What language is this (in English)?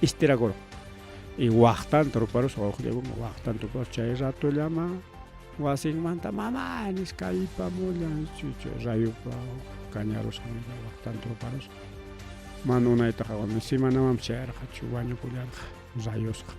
Ayacucho Quechua